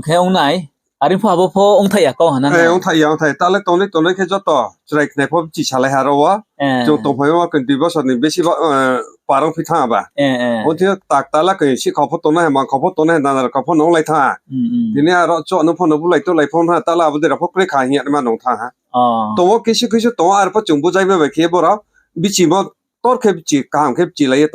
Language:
Riang (India)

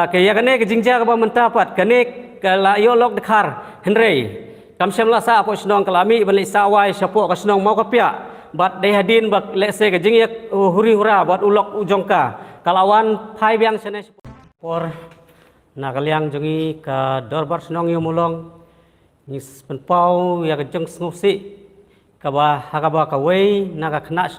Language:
Khasi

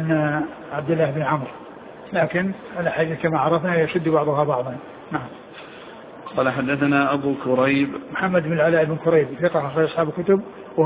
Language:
Arabic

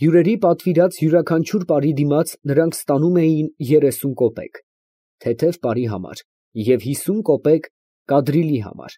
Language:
Armenian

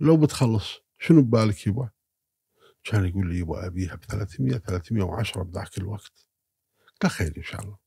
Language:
Gulf Arabic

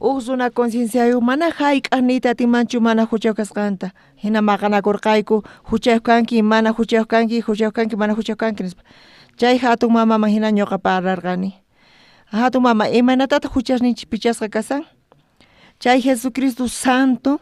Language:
South Bolivian Quechua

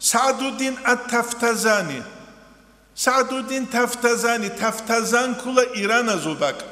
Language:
Avaric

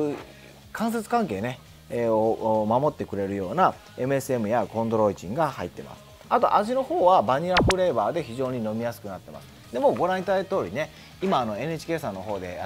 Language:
Japanese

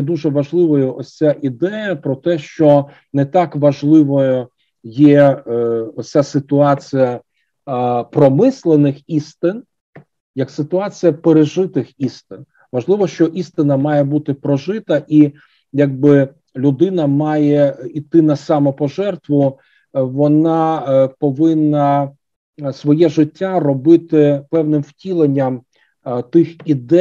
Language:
Ukrainian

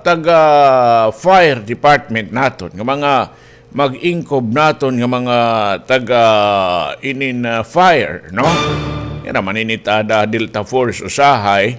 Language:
Waray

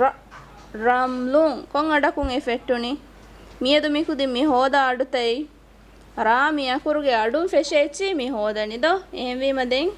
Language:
Divehi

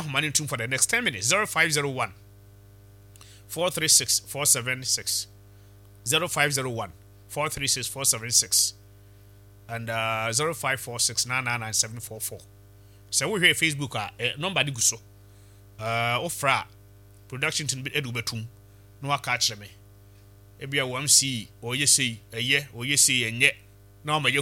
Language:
Akan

